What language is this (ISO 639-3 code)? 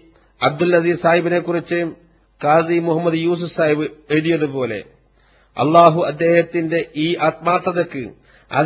mal